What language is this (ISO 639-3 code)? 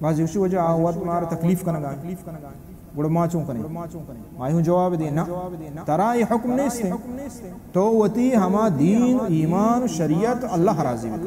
bal